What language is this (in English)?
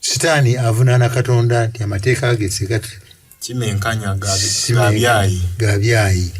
Ganda